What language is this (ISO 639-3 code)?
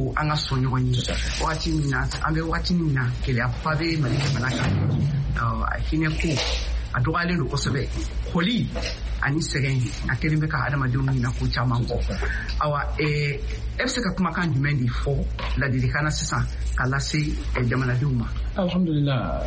bam